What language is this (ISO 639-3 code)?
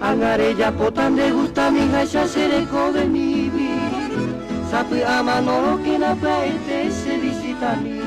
grn